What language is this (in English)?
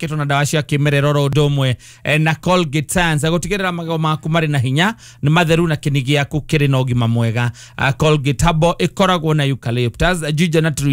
Kikuyu